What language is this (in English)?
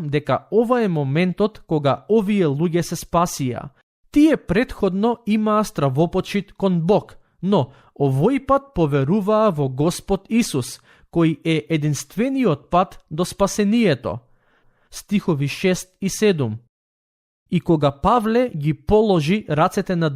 Macedonian